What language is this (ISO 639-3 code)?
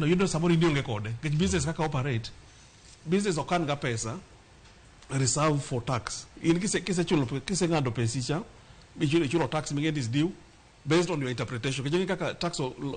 luo